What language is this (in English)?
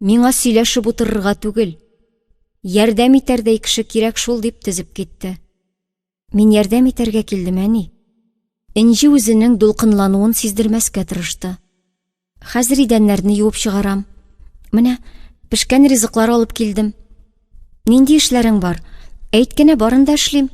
Tatar